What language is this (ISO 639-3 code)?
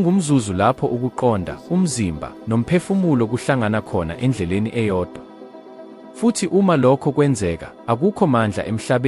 zul